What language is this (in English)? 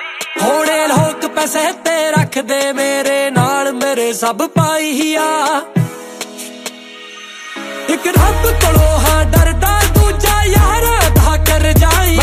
Punjabi